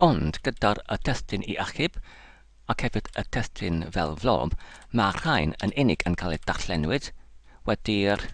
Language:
Welsh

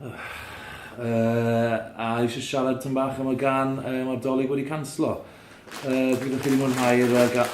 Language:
Welsh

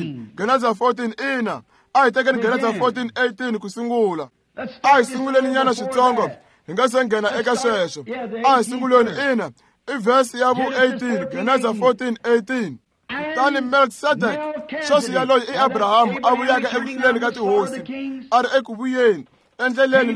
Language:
Tsonga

